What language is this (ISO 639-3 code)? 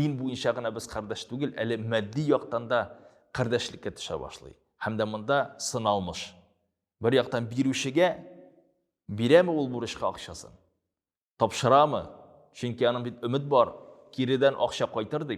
tat